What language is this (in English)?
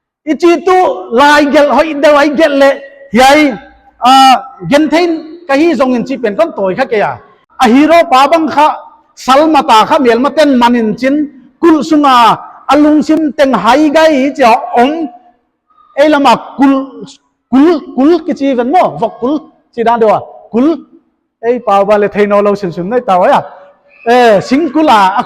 Paite Chin